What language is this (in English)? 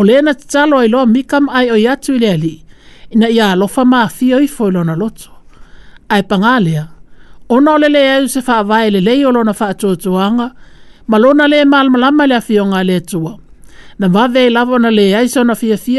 Samoan